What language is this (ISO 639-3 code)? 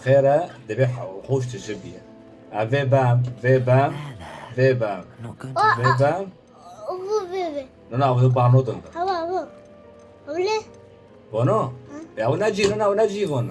kur